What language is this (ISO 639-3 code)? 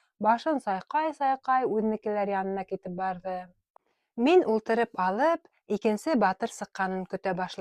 bak